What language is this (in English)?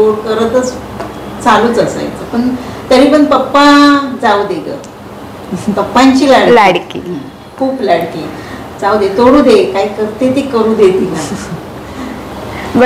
Marathi